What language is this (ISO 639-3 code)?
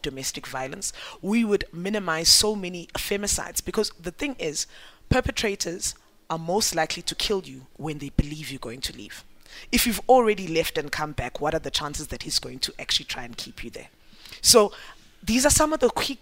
eng